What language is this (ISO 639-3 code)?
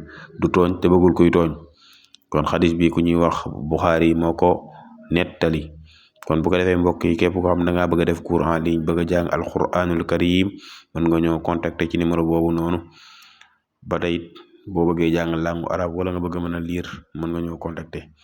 wol